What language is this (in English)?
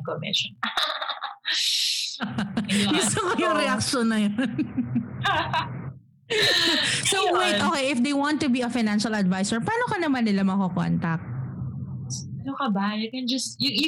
Filipino